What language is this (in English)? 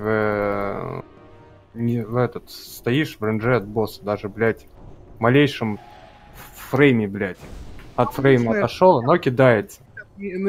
Russian